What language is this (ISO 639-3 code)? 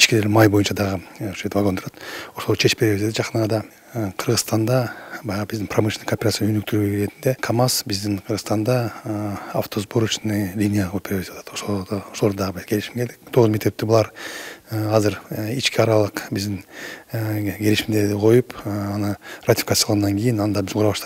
kir